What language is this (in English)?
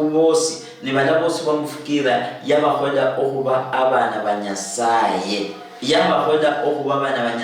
Luyia